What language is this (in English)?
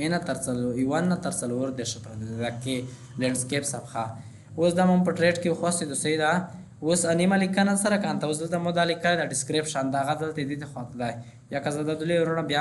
Pashto